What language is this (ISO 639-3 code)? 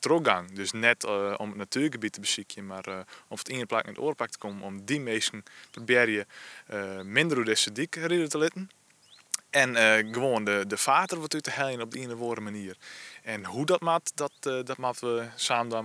fry